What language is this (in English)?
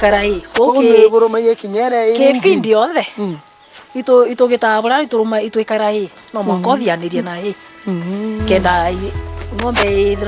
Meru